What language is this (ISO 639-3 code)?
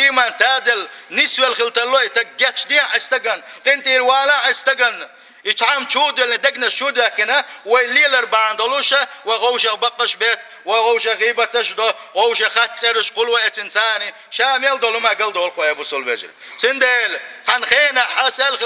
che